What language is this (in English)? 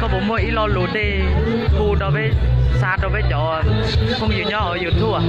Hmong